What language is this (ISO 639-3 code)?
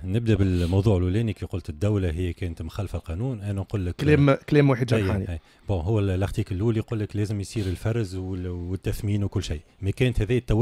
aeb